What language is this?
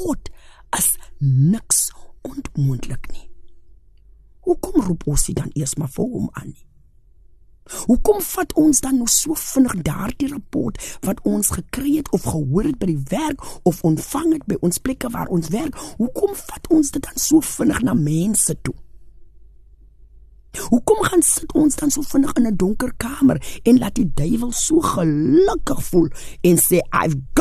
Afrikaans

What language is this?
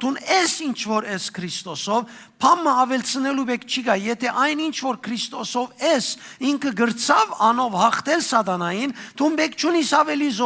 Western Armenian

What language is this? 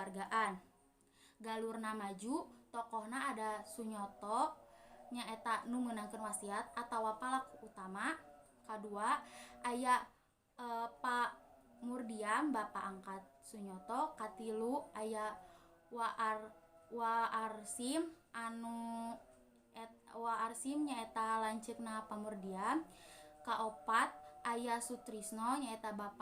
Sundanese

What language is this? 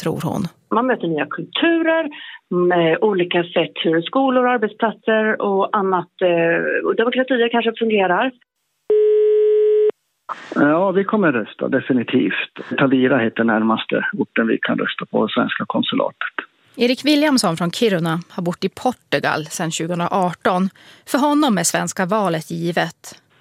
Swedish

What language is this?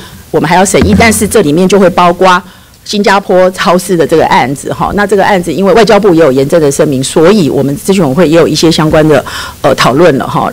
Chinese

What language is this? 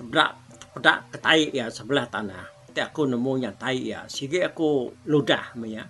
Iban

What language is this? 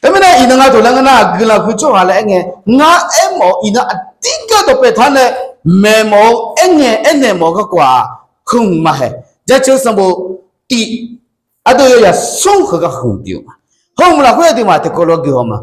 Akha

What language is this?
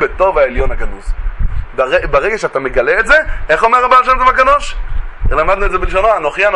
Hebrew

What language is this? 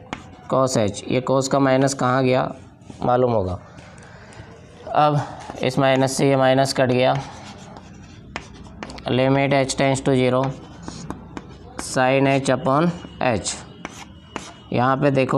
Hindi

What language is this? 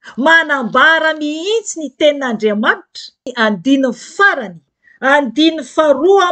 Malagasy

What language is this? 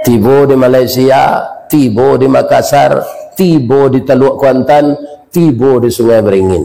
Minangkabau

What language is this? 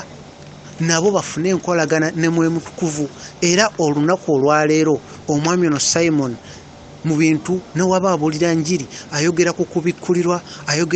Ganda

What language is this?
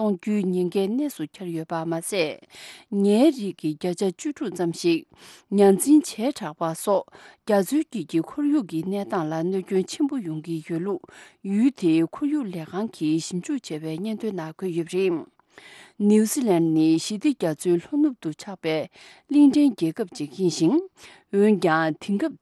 Tibetan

